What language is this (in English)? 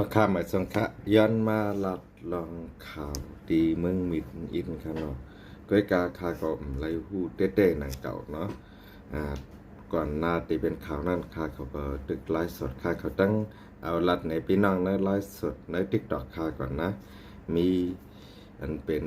Shan